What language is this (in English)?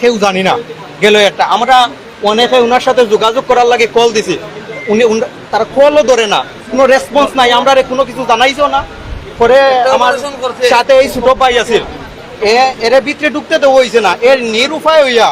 Sylheti